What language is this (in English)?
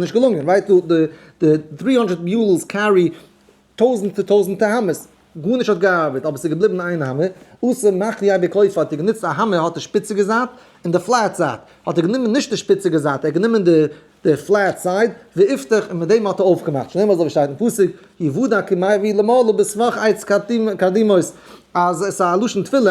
Yiddish